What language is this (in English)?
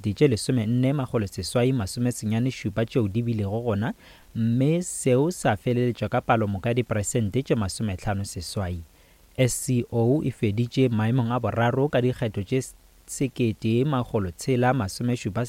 Northern Sotho